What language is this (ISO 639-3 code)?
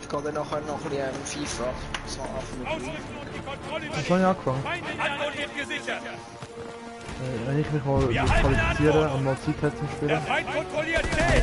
gsw